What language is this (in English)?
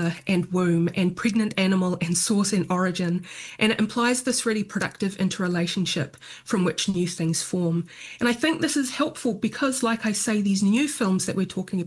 English